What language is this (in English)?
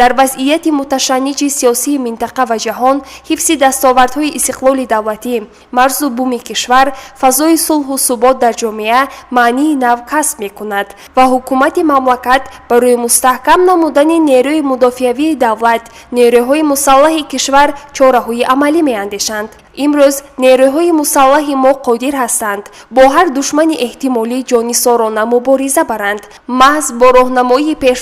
Tajik